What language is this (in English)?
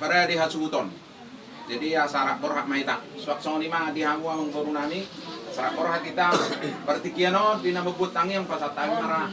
Batak Toba